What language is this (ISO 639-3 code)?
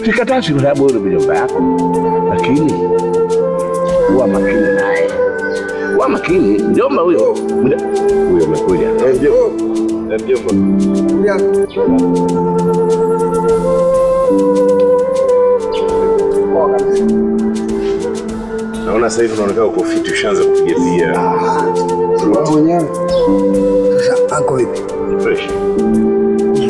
swa